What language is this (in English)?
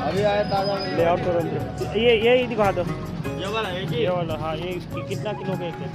Manipuri